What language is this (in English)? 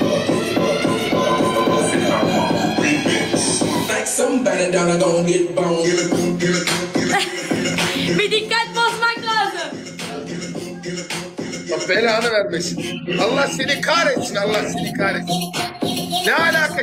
Turkish